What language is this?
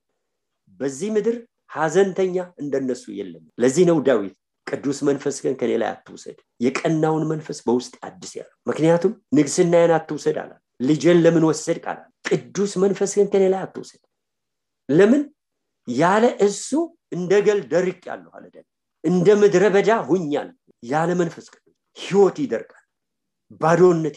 Amharic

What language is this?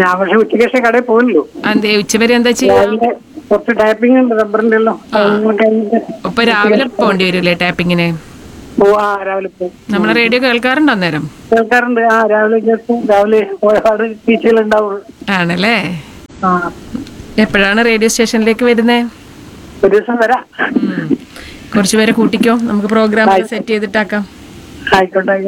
Malayalam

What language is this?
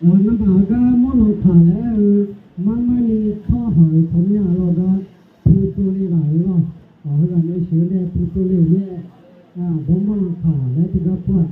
Akha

